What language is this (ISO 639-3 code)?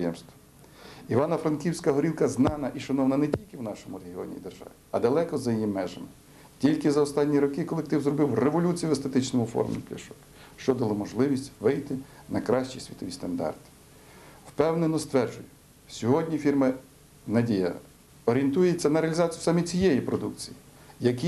ukr